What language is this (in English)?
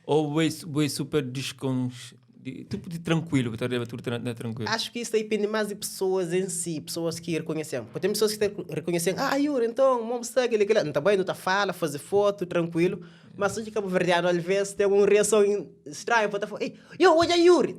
Kabuverdianu